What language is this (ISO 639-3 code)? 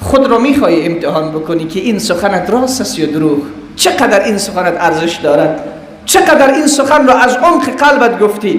tgk